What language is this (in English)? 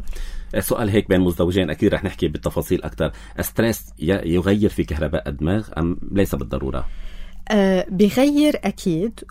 North Levantine Arabic